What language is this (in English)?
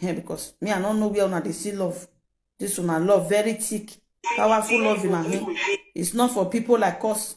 Nigerian Pidgin